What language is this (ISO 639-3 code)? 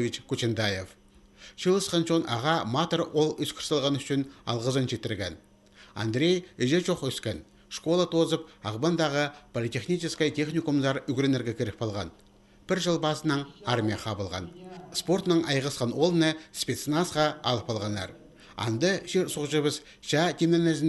kjh